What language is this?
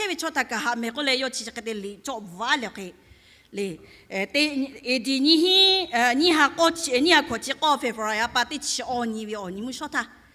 Lahu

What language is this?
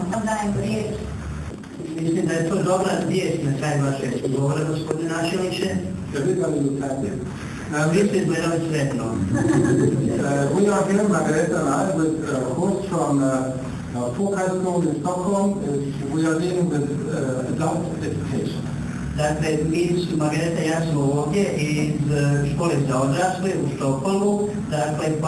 Bosnian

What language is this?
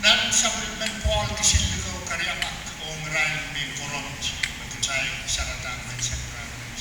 Pohnpeian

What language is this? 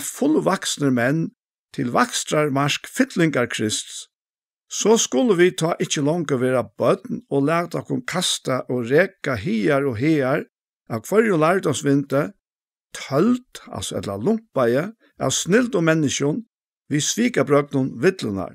Faroese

